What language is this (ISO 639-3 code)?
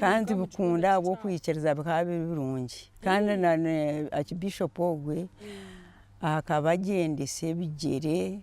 nyn